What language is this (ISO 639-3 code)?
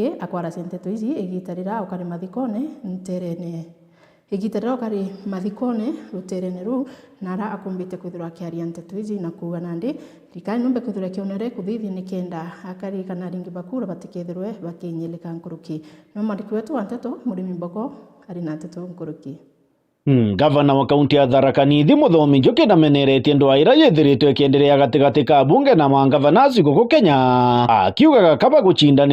mer